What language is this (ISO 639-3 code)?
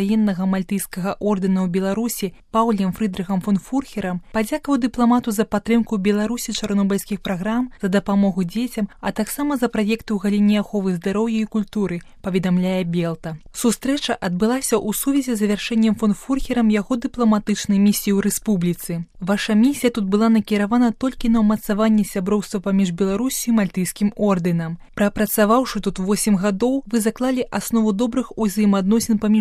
bel